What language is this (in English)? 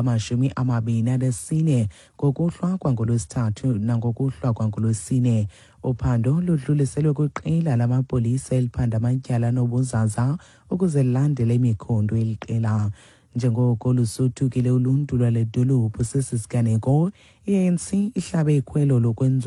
Xhosa